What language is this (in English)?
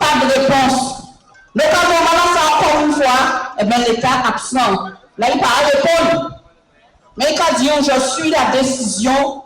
Guadeloupean Creole French